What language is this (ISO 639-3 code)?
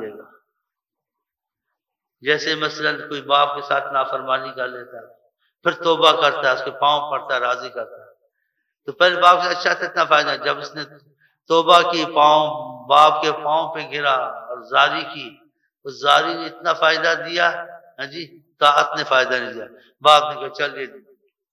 urd